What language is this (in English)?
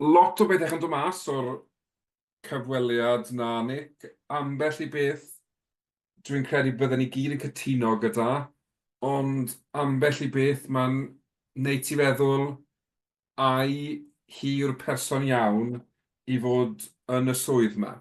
Welsh